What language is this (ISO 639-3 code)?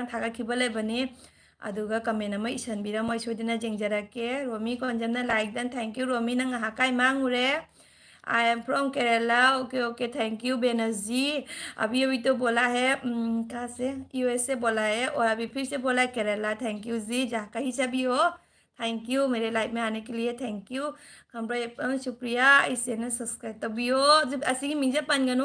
mni